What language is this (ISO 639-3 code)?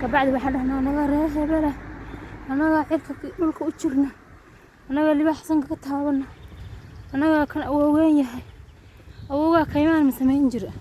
som